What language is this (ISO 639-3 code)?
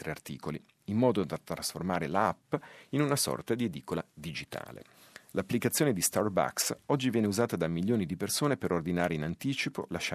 ita